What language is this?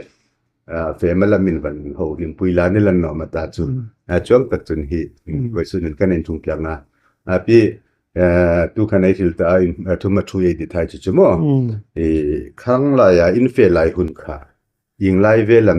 Hmar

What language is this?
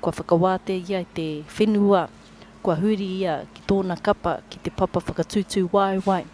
Māori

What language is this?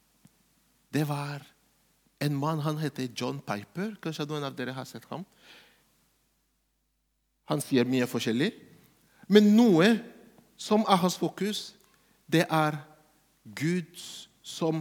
Norwegian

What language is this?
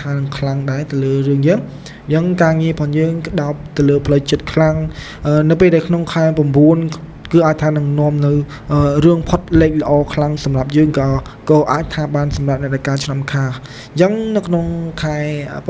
Khmer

